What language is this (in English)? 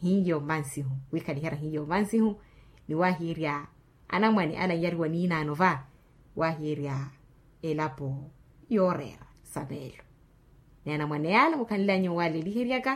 Makhuwa